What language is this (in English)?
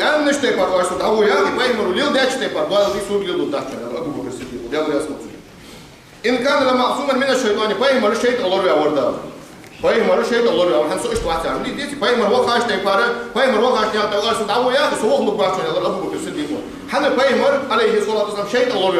Ingush